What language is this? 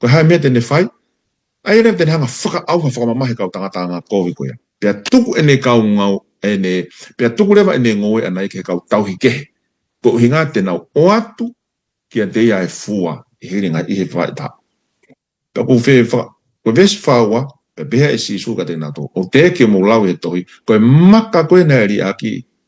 Tongan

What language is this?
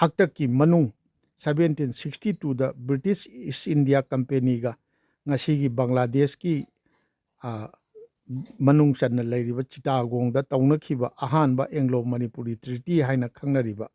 Manipuri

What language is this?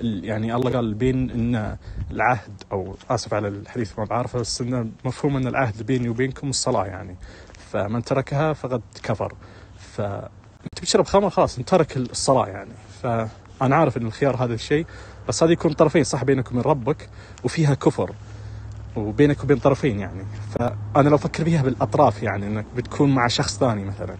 Najdi Arabic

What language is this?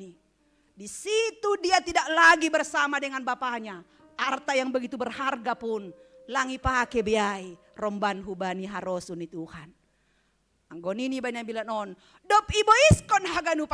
Batak Simalungun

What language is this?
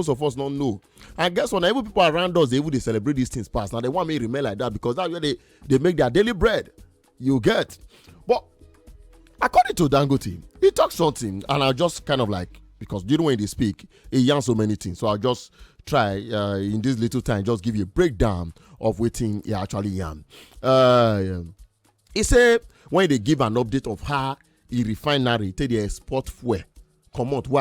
Nigerian Pidgin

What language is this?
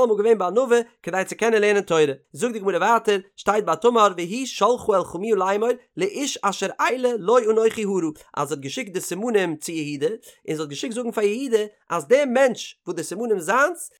Yiddish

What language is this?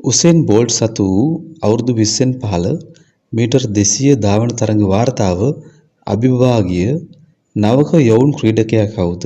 Sinhala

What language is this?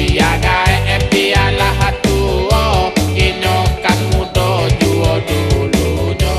Minangkabau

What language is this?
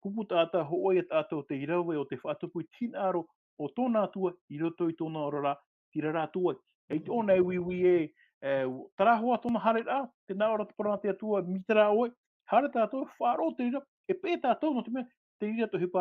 Tahitian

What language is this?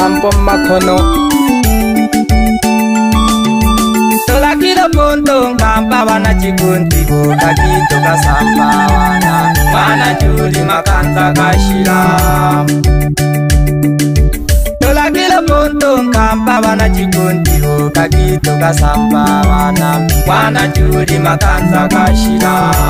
Swahili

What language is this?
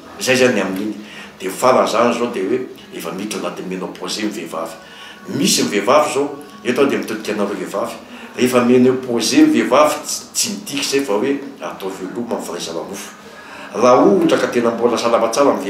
Malagasy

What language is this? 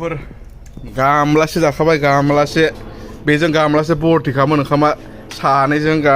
Bodo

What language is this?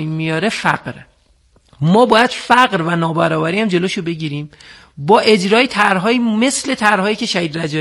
Persian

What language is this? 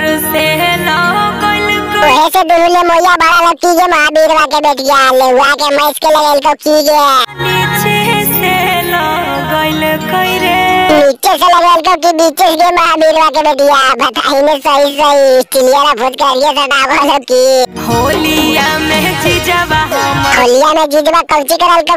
Magahi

